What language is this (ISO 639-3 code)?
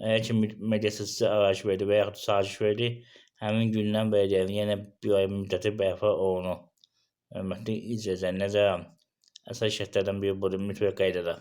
aze